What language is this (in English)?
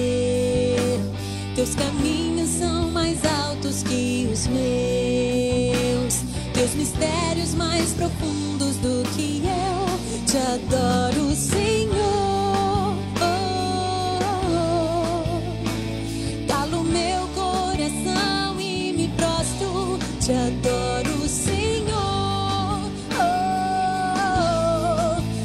Portuguese